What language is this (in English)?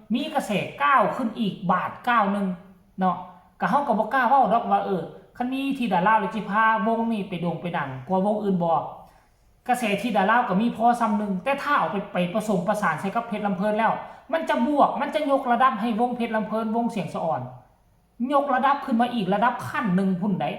Northeastern Thai